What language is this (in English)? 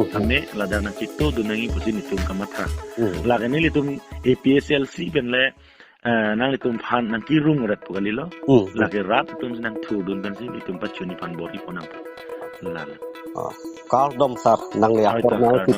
Karbi